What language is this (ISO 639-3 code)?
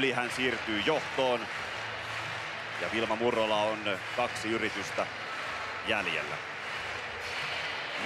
fin